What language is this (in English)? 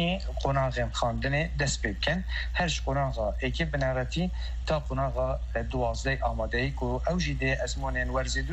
Kurdish